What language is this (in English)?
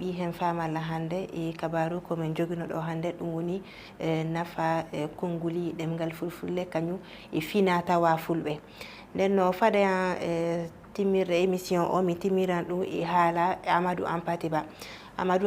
Fula